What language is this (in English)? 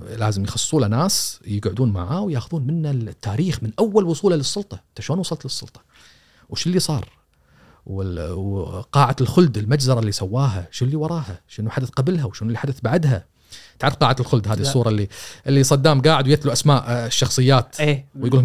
Gulf Arabic